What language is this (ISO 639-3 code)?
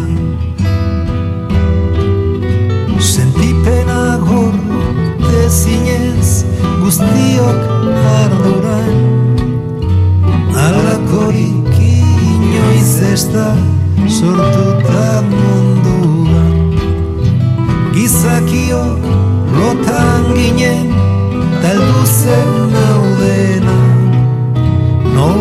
eus